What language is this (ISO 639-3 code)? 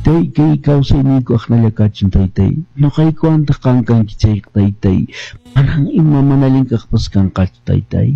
que